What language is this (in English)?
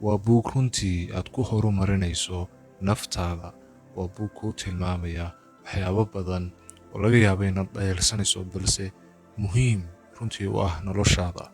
Somali